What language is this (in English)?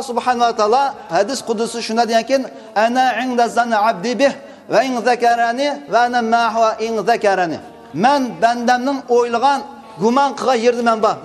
Uyghur